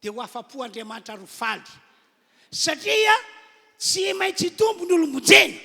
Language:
Malagasy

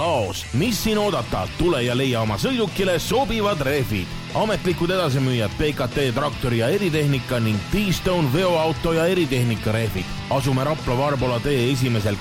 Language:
Estonian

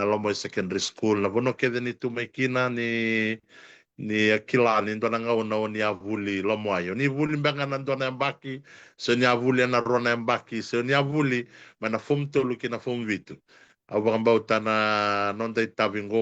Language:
Fijian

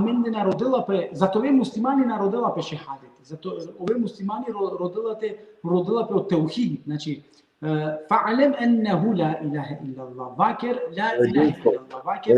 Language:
Balkan Romani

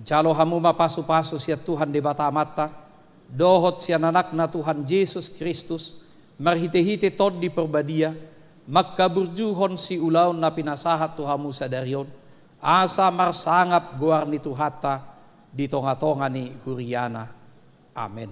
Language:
Batak Toba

